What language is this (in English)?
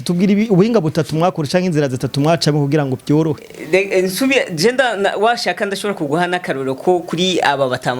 Rundi